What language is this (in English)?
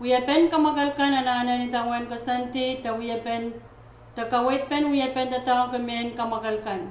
Pohnpeian